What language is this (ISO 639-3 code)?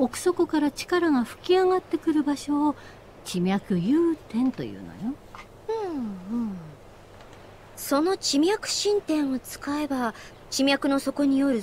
jpn